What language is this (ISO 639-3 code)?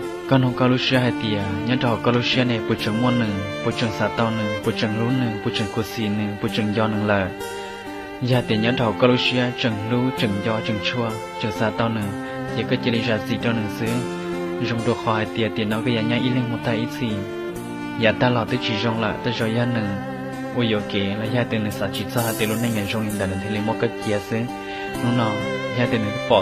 hmn